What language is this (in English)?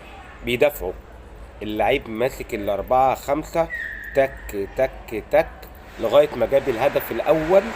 Egyptian Arabic